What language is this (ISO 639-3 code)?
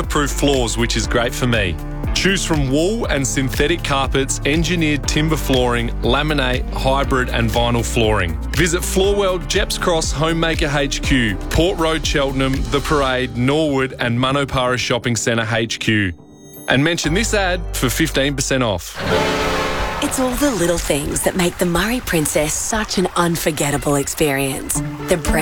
eng